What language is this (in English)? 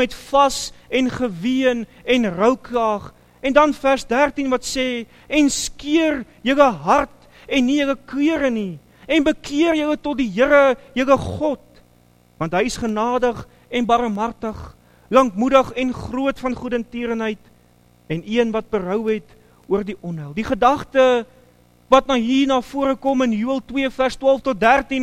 Afrikaans